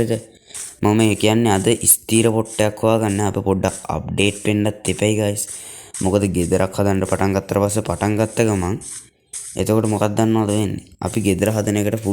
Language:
Sinhala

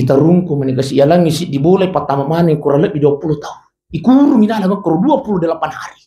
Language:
Buginese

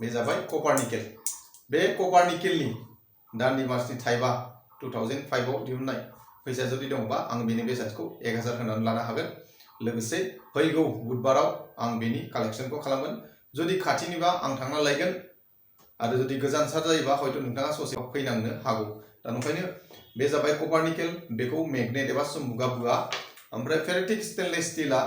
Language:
Bodo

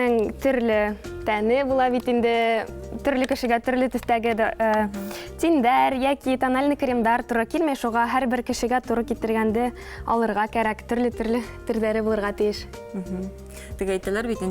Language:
Bashkir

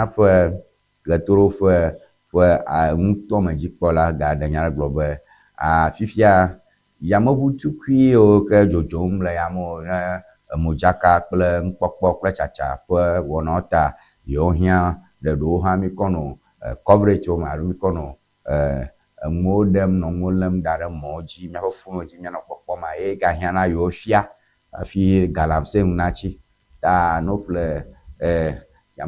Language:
Ewe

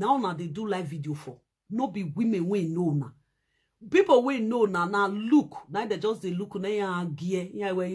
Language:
Nigerian Pidgin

